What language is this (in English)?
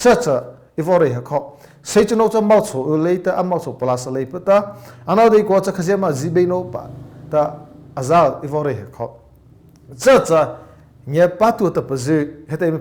Mara Chin